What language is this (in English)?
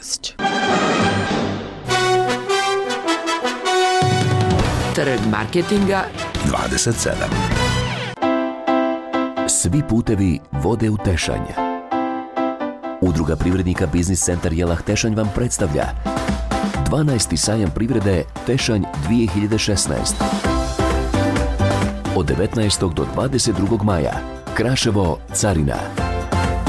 Bosnian